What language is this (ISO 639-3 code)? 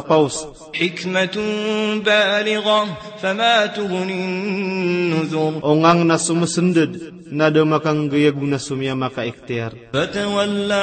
mrw